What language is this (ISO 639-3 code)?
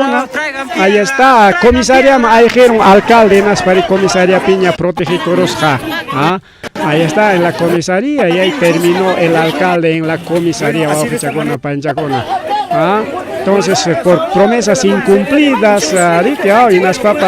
quy